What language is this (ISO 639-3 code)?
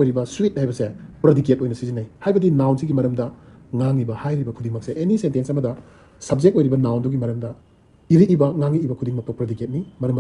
mni